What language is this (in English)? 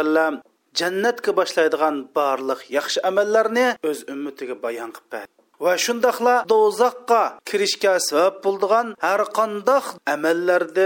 Uyghur